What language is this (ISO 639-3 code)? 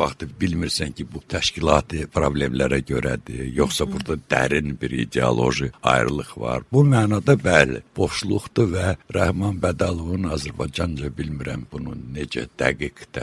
aze